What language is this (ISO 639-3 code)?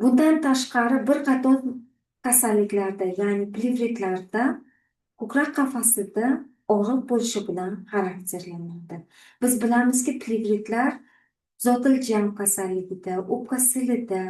uzb